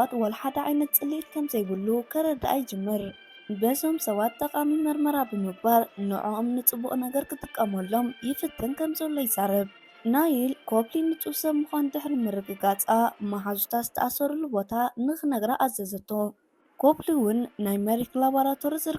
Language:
Tigrinya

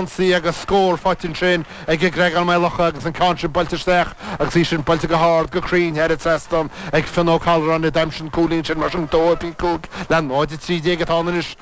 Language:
Irish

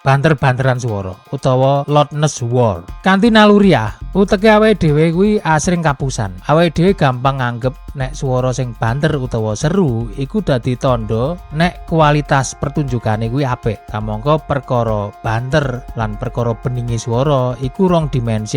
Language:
Javanese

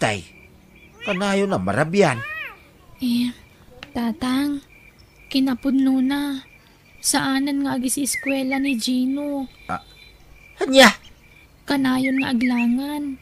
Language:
Iloko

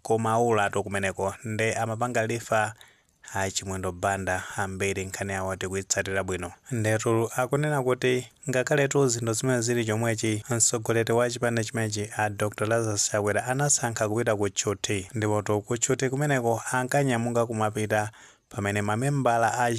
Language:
Nyanja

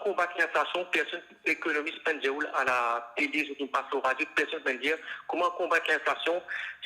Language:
Morisyen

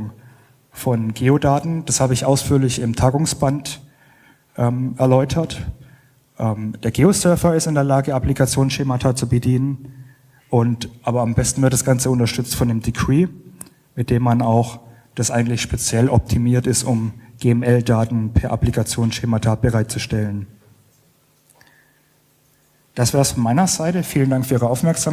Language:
German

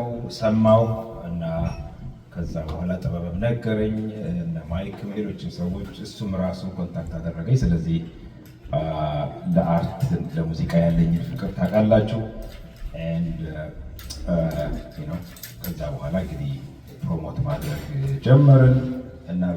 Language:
Amharic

